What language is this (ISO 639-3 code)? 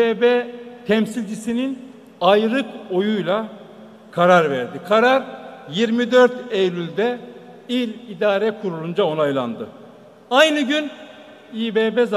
tur